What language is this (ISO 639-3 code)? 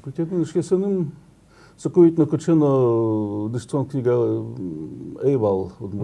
udm